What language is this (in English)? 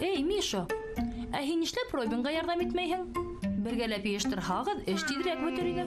Bashkir